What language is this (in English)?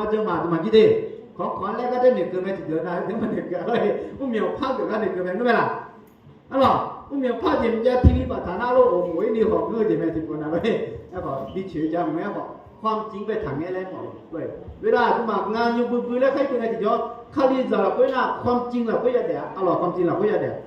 Akha